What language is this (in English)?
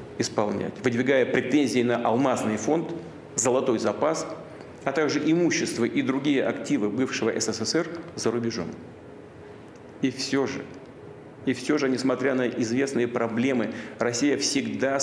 Russian